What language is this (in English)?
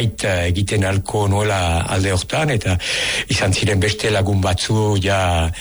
Basque